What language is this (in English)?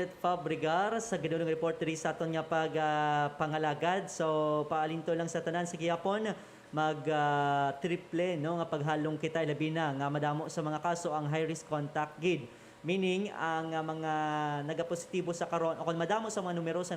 Hiligaynon